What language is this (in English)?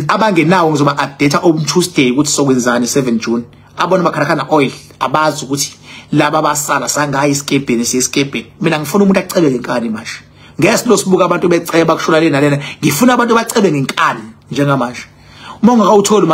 Zulu